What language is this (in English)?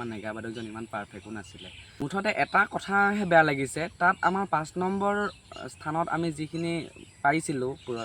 Assamese